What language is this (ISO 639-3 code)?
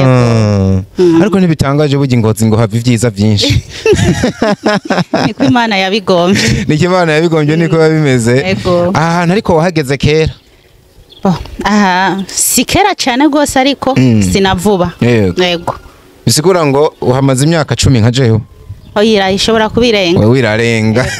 run